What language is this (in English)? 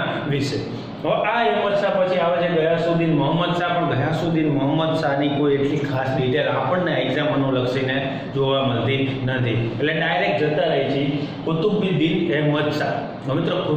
Gujarati